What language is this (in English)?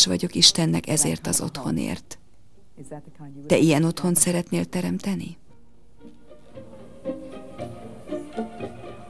Hungarian